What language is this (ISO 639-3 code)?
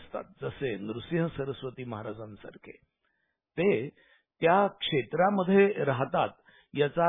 mar